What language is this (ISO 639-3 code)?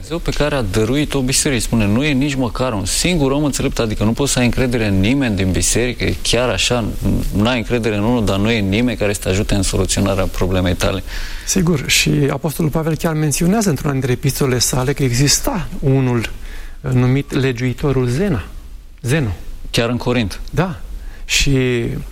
ron